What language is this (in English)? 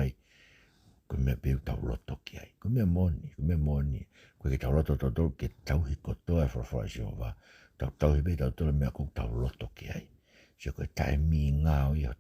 Tongan